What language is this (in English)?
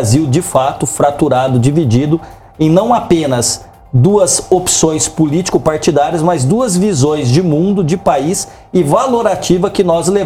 Portuguese